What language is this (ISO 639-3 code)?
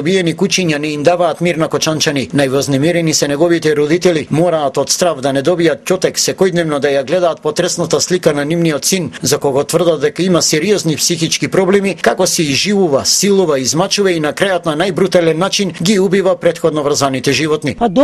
mkd